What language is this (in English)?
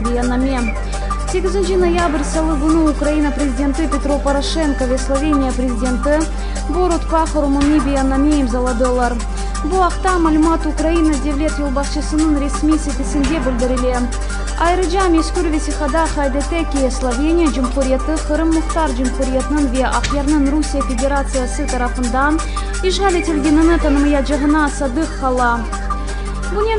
Crimean Tatar